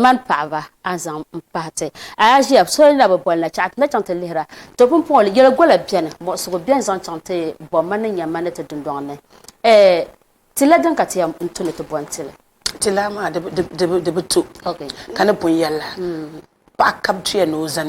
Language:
Dagbani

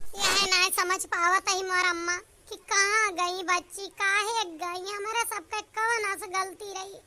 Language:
Awadhi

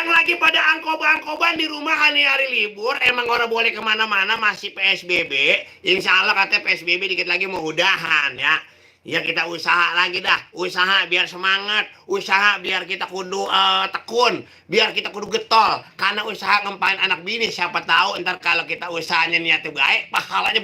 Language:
Betawi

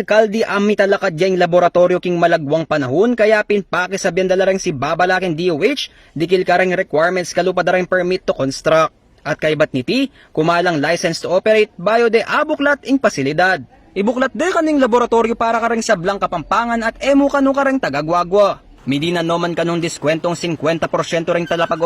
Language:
Pampanga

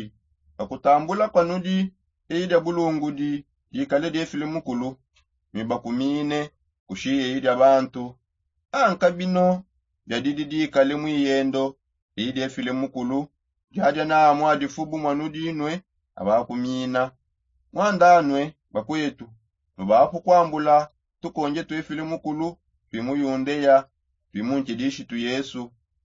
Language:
Songe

